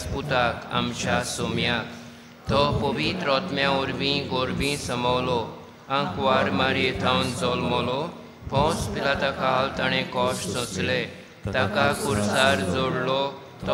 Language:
Konkani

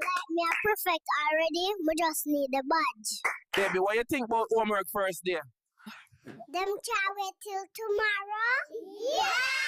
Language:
Jamaican Creole English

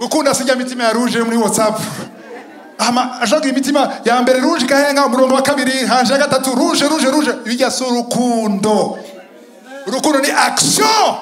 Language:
Rundi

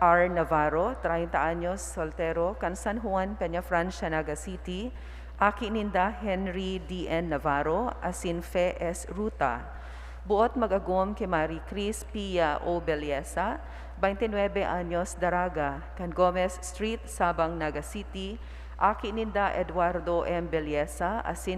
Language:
Bikol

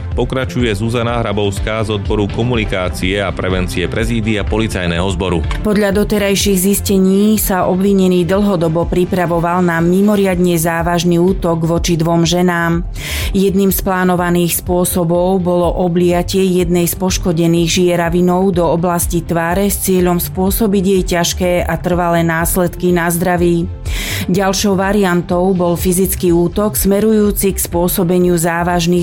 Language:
Slovak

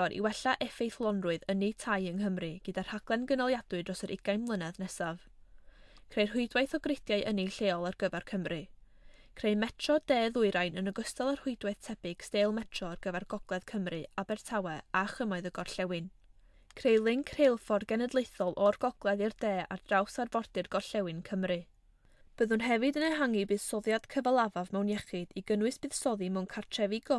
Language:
Welsh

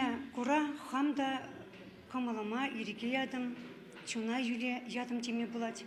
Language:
Chuvash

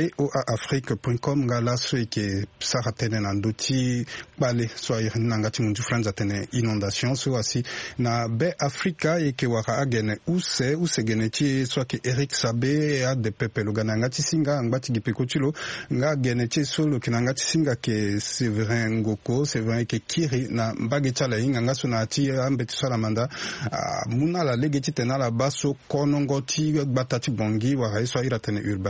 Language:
Sango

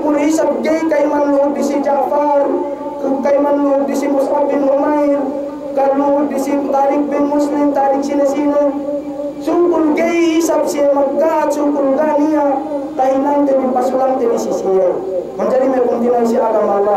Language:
Yakan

